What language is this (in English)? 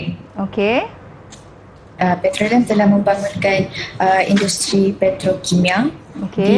Malay